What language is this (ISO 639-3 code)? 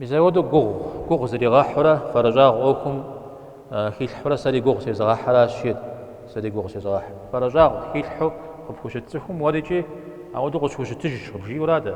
kbd